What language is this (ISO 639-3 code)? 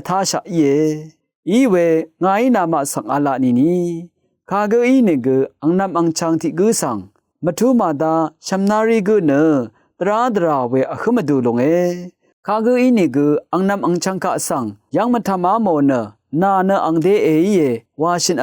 raw